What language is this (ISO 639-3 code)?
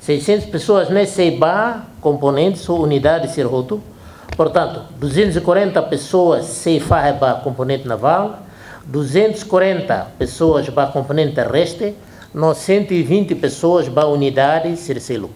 tet